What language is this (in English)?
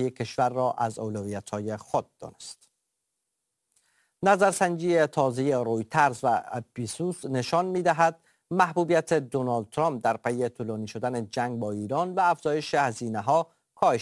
Persian